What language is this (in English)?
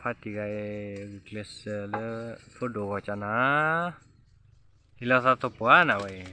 S'gaw Karen